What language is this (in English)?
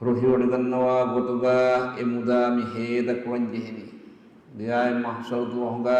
Divehi